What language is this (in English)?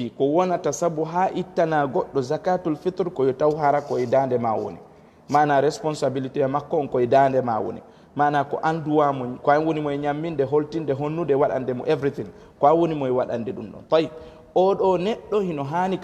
Fula